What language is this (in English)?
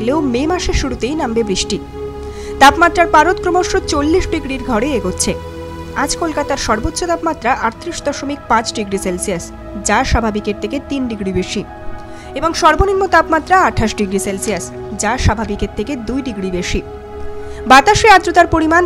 Bangla